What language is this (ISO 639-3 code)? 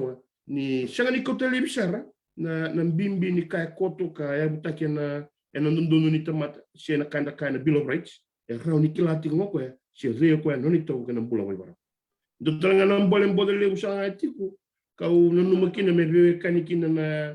fij